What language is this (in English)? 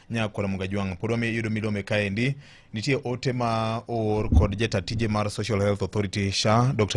Luo (Kenya and Tanzania)